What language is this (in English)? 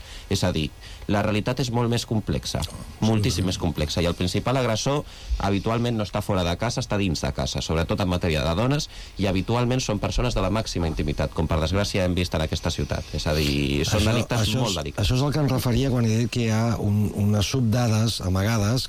Catalan